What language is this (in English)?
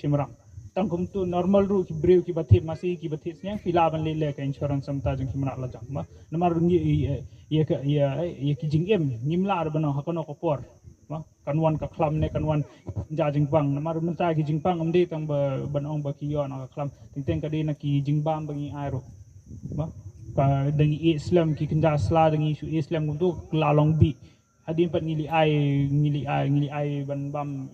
Khasi